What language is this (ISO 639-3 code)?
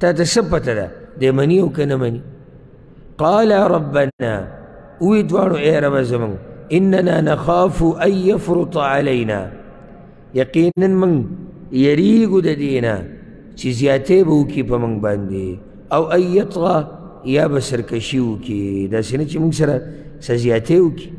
pus